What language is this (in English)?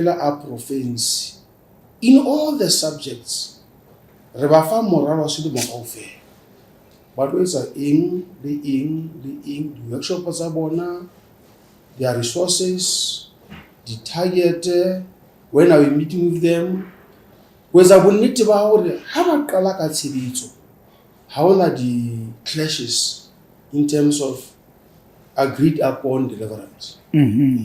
Southern Sotho